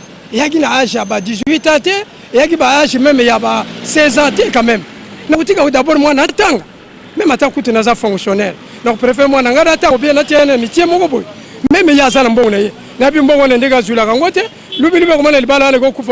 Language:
Lingala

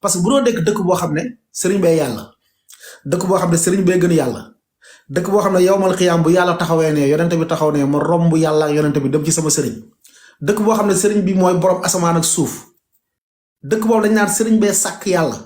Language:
Wolof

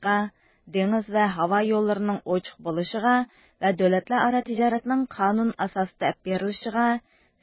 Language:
Uyghur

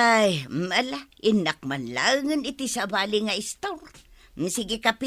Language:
Iloko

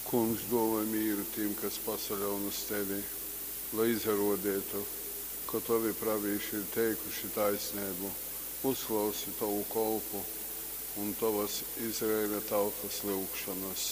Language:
Latgalian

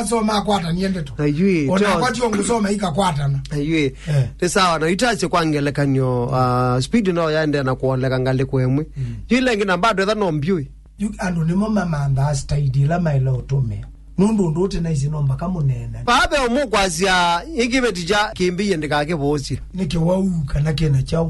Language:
Kamba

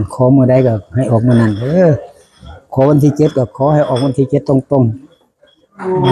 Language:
Northeastern Thai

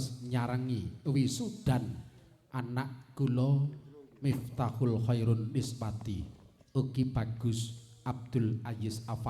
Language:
Javanese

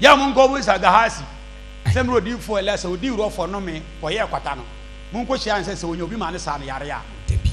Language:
Akan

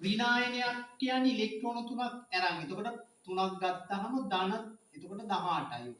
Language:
Sinhala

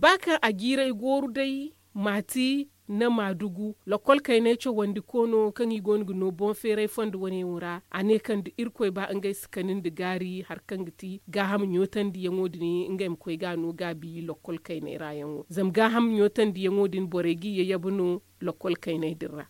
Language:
Zarma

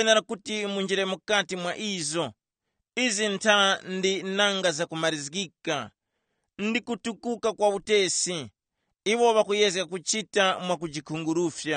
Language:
Tumbuka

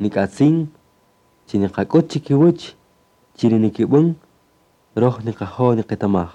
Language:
Kaqchikel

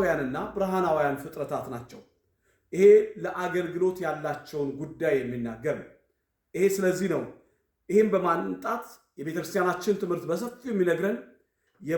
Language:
Amharic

